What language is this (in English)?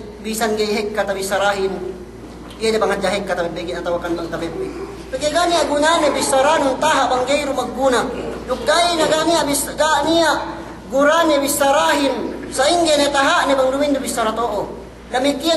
Yakan